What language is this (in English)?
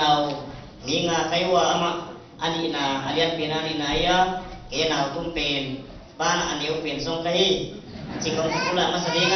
Tedim Chin